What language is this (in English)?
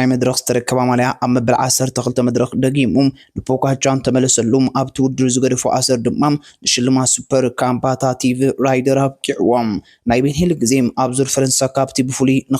Tigrinya